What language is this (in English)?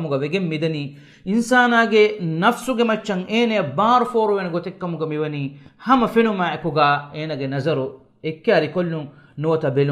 Divehi